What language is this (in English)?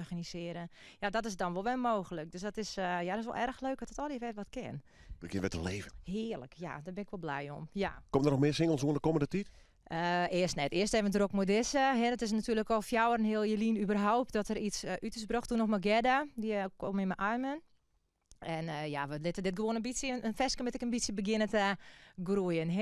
Western Frisian